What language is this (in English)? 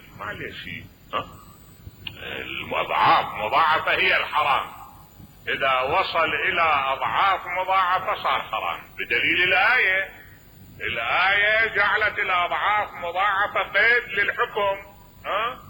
Mesopotamian Arabic